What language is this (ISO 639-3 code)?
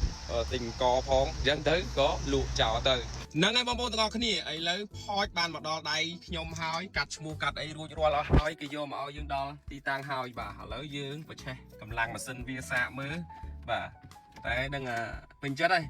khm